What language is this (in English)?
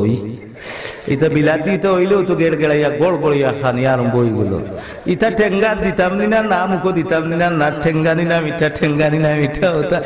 Sylheti